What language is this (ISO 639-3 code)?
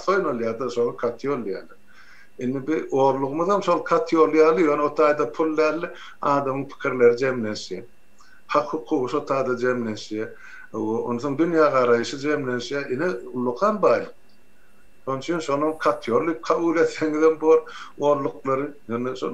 tuk